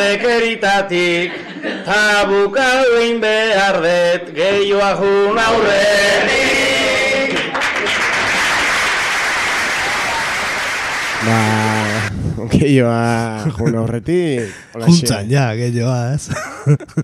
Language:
Basque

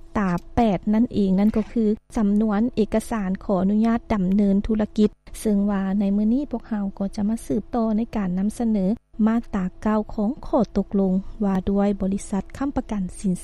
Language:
Lao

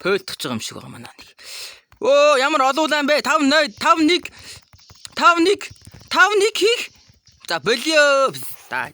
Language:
Mongolian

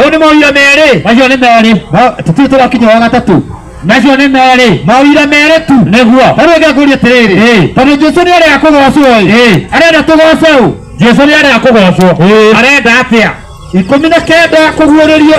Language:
Kikuyu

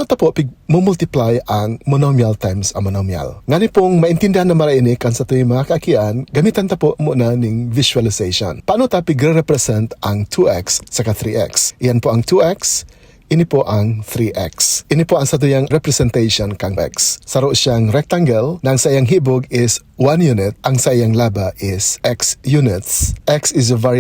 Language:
Bikol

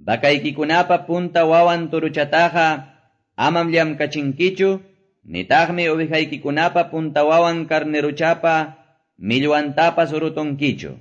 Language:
Quechua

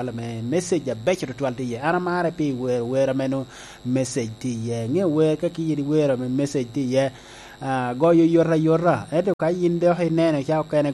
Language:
Lango (Uganda)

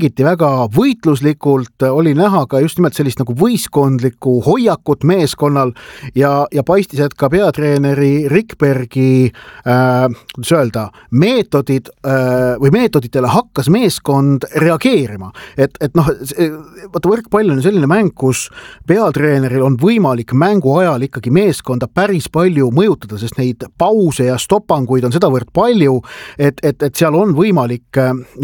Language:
Estonian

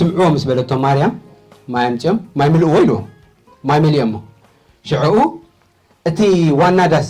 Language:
Tigrinya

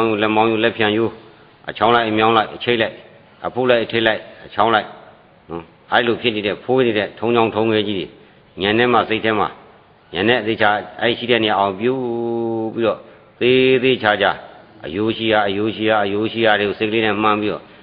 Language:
Burmese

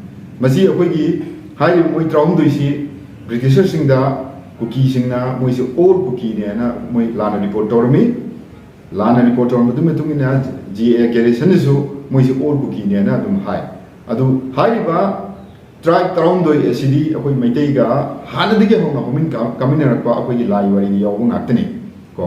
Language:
Manipuri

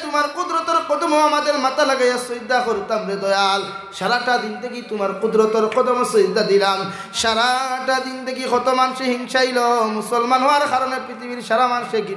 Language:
Sylheti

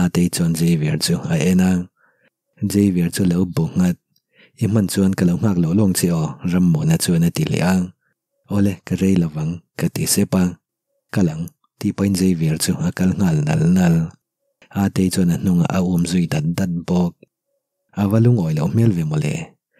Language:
Mizo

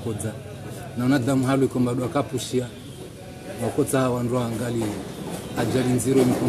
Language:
Ngazidja Comorian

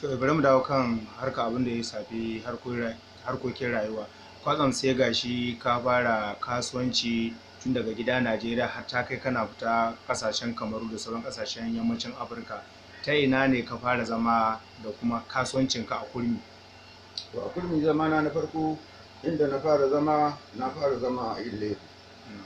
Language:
Hausa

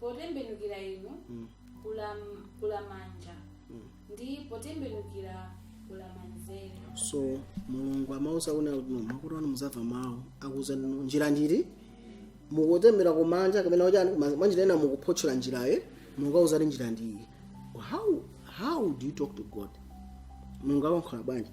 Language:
Nyanja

